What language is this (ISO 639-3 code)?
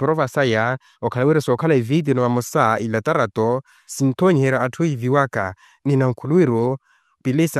vmw